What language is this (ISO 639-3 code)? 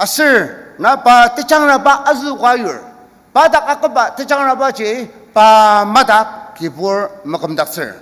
njo